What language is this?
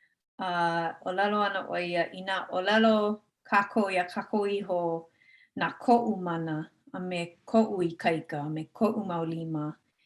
Hawaiian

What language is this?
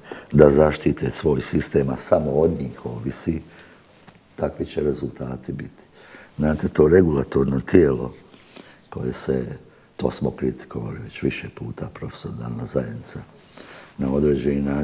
Bosnian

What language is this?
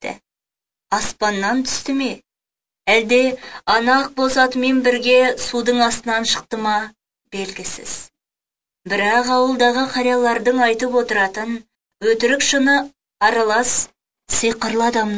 Kazakh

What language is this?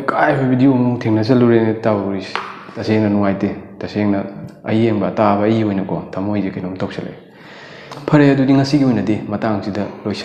Manipuri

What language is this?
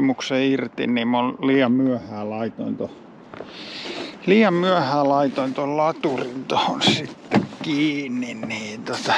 Finnish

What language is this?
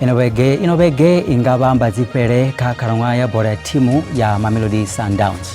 Venda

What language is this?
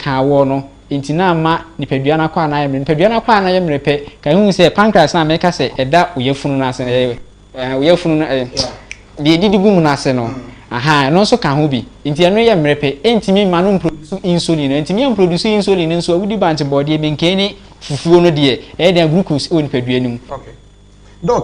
Akan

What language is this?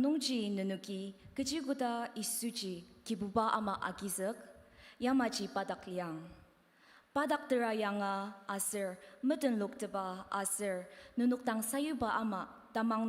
Ao Naga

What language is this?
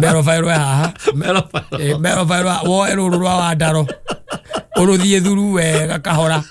Kikuyu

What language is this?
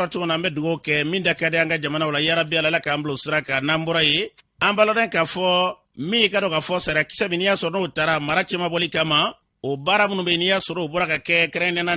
Bambara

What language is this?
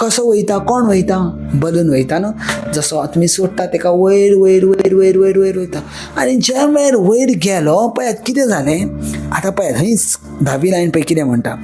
Konkani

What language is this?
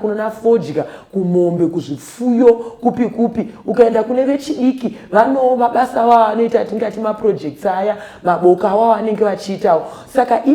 Shona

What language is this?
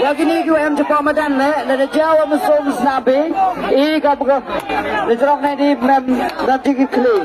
Khasi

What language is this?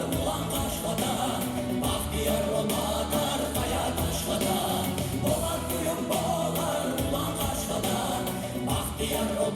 Kumyk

